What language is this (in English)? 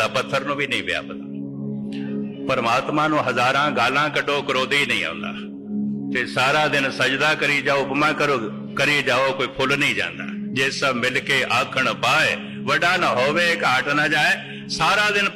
Punjabi